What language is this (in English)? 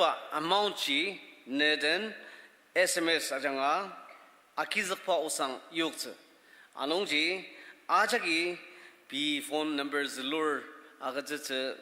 Ao Naga